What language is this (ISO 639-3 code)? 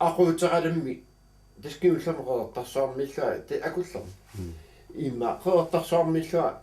kal